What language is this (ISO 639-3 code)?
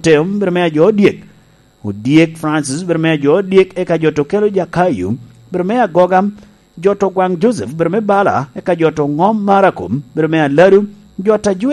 laj